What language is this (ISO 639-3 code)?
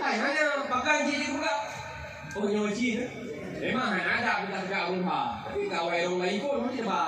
ace